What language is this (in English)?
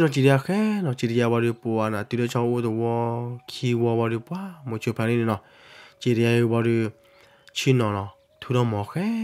S'gaw Karen